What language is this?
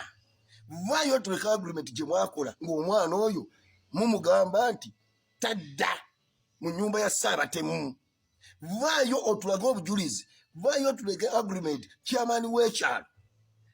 Ganda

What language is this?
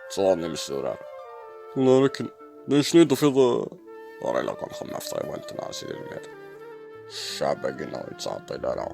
Kabyle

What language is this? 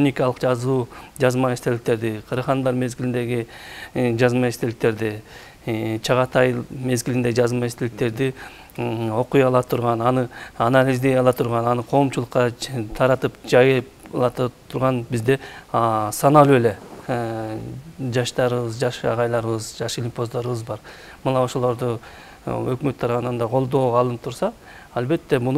Kyrgyz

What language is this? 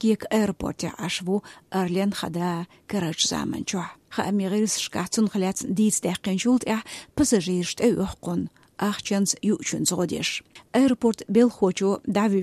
Chechen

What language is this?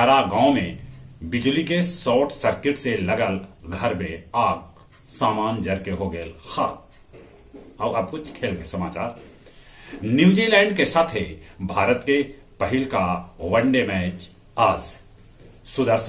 Magahi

